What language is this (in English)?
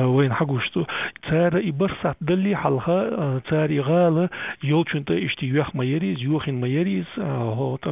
Chechen